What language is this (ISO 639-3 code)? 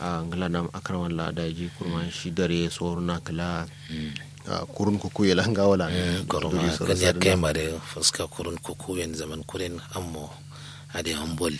kau